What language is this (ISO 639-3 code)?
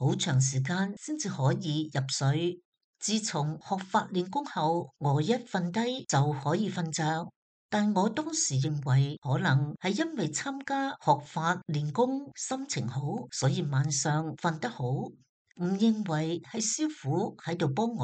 yue